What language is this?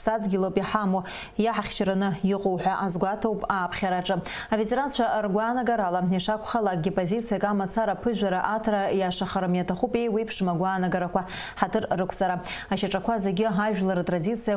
Abkhazian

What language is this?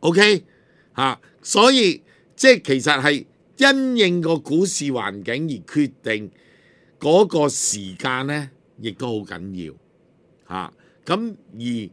Cantonese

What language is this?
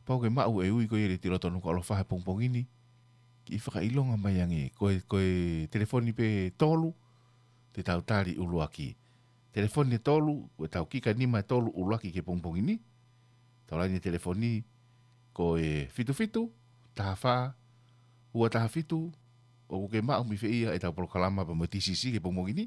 Tongan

